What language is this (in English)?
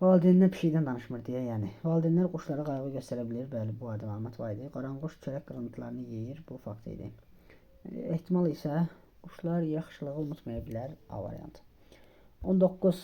Azerbaijani